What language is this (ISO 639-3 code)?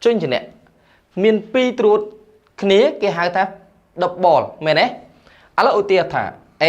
khm